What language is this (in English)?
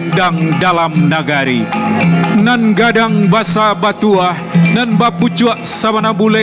Minangkabau